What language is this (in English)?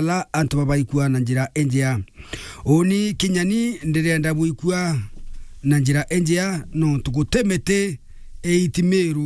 Meru